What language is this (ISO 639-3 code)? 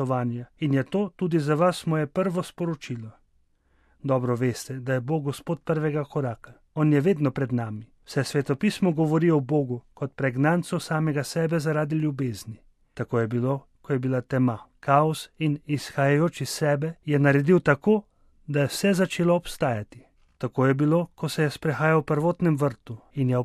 slv